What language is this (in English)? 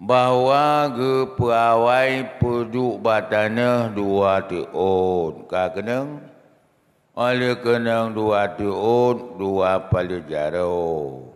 Achinese